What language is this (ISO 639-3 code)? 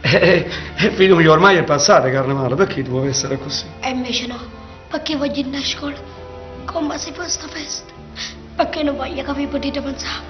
nap